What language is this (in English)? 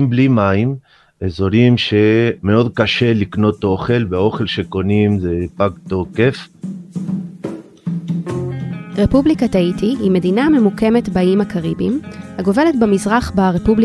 Hebrew